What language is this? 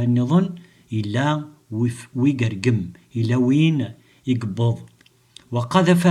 Kabyle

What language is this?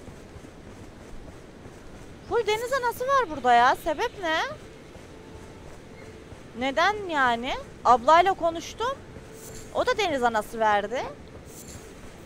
Turkish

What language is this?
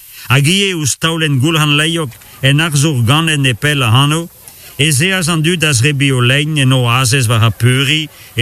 Breton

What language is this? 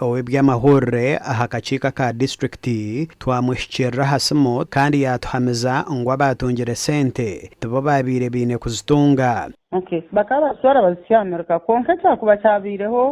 Nyankole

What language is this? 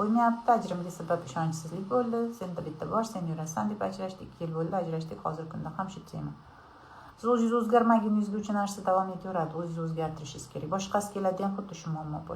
Uzbek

